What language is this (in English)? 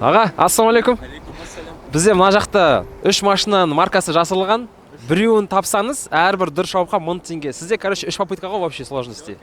Kazakh